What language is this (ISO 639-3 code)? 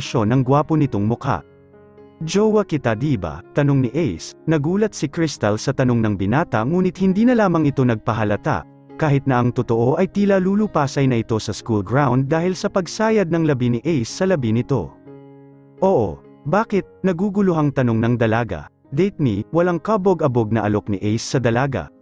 fil